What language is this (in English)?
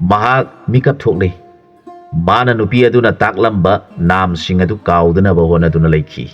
Manipuri